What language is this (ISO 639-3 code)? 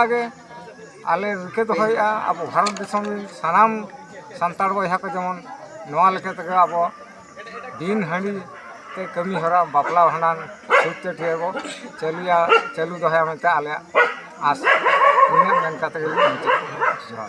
sat